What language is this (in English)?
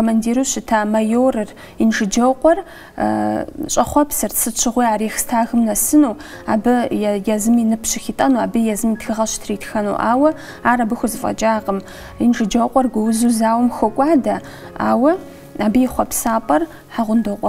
Kabardian